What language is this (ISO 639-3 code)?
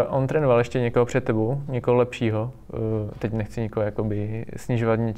ces